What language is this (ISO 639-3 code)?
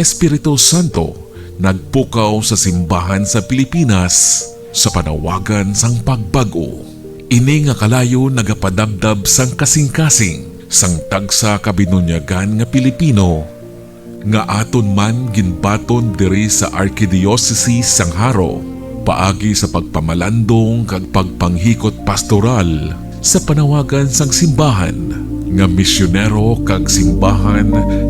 hil